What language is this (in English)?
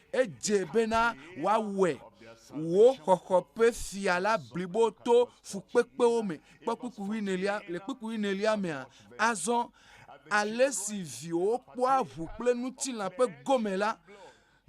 Ewe